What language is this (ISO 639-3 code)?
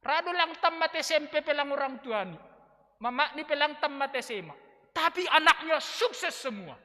bts